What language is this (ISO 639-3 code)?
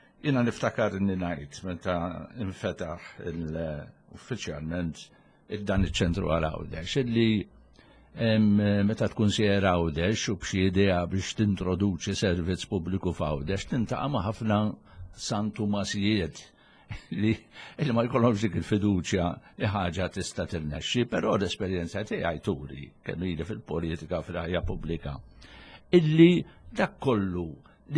mlt